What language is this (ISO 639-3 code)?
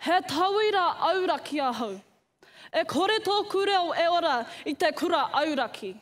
mri